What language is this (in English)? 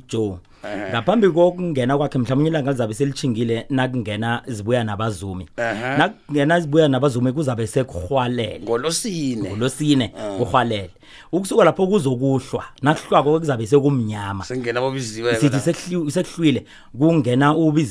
South Ndebele